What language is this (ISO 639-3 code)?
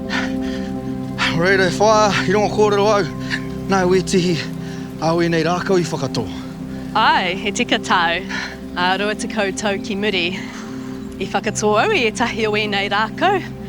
mri